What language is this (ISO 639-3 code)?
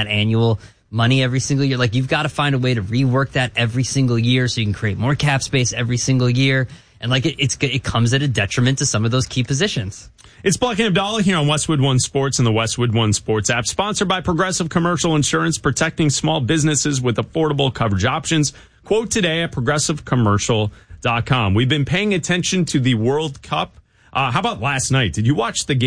eng